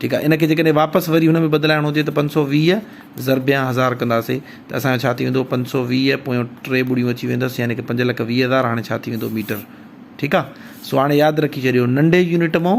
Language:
Sindhi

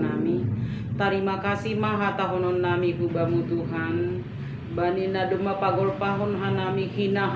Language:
Batak Simalungun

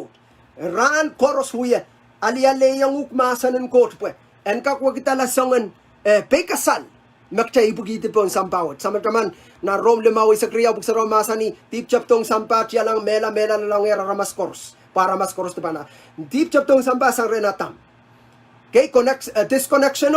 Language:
Pohnpeian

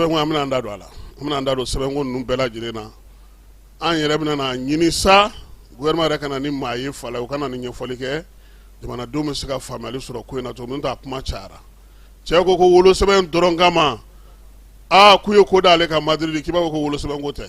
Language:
Bambara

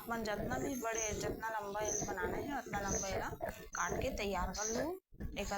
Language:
Chhattisgarhi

